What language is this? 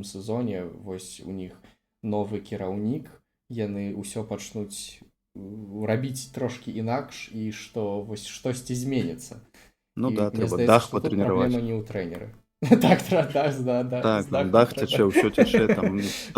Belarusian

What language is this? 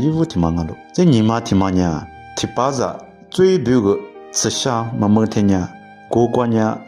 Lisu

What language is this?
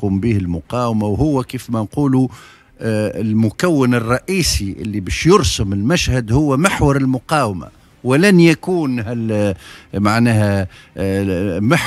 Tunisian Arabic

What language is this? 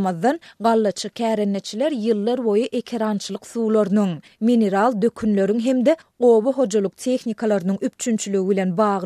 Turkmen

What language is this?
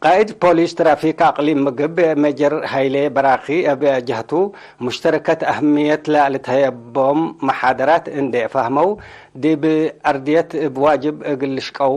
Tigre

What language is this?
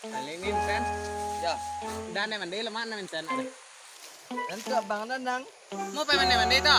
Minangkabau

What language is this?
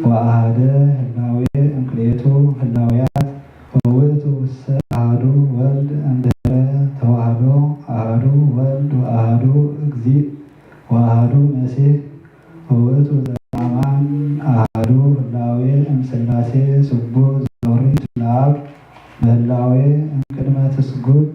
Geez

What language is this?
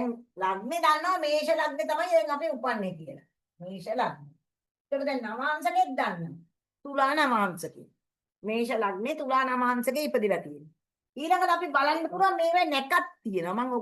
Sinhala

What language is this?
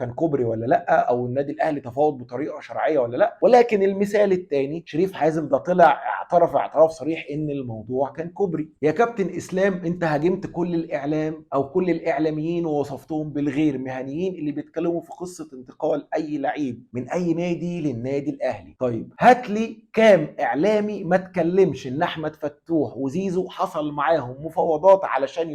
Egyptian Arabic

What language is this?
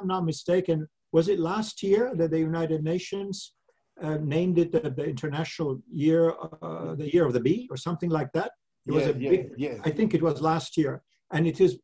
English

